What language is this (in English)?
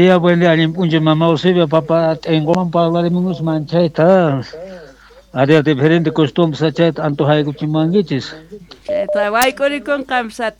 South Bolivian Quechua